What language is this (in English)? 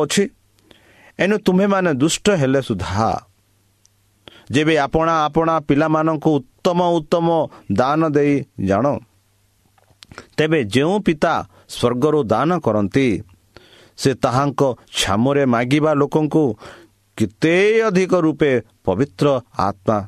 Odia